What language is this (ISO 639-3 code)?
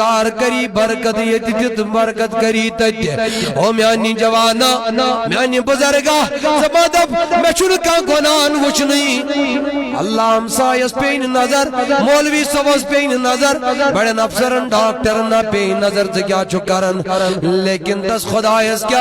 kas